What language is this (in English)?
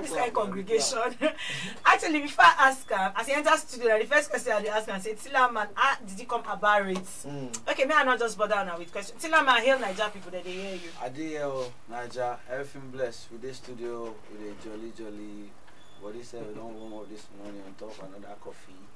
Nigerian Pidgin